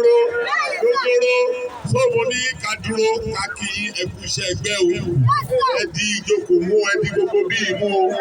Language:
Yoruba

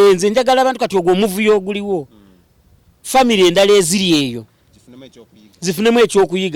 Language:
Ganda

